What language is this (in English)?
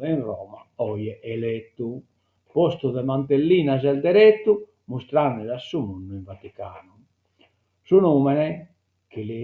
Sardinian